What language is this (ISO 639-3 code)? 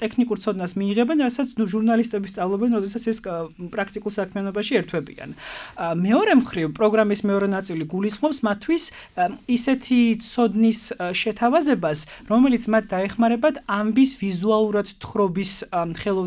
kat